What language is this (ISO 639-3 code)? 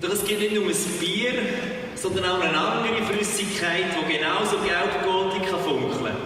gsw